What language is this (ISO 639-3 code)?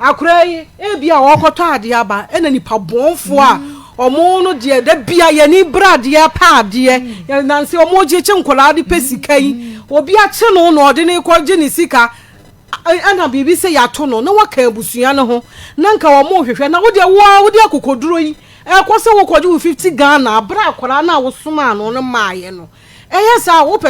aka